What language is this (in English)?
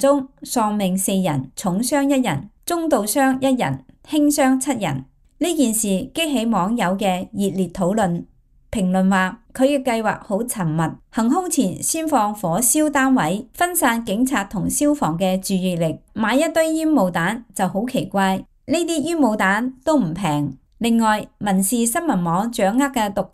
Cantonese